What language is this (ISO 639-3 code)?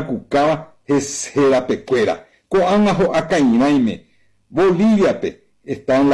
grn